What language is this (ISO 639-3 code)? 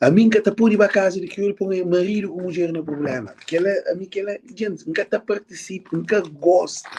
kea